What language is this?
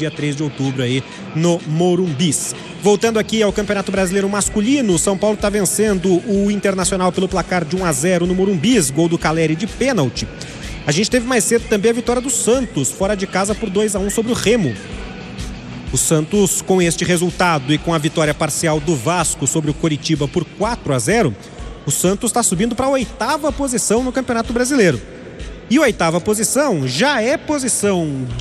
Portuguese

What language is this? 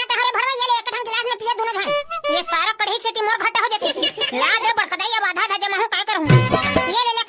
Chhattisgarhi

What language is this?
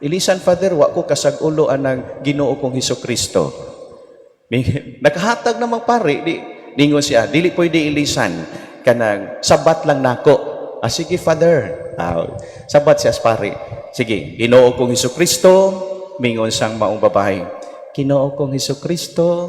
Cebuano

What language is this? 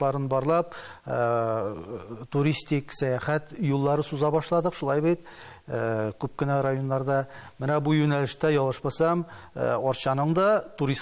Tatar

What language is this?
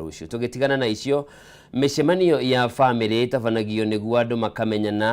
Kikuyu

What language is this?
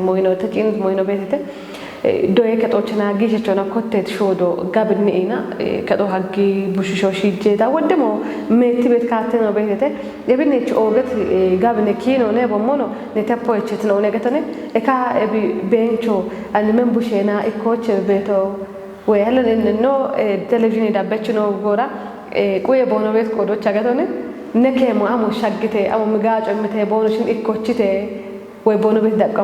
Kafa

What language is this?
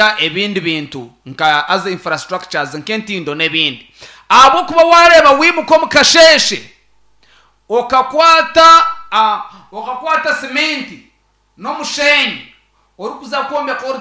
Nyankole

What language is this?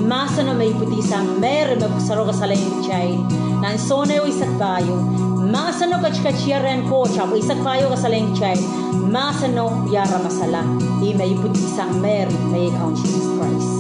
Pohnpeian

